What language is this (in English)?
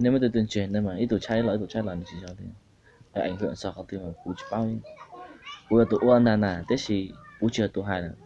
Hmong